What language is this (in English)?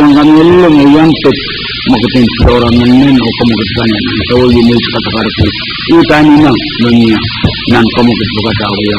Pohnpeian